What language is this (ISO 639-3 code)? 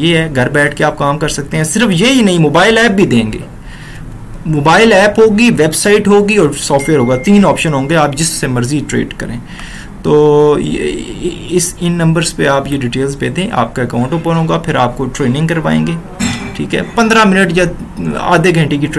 hin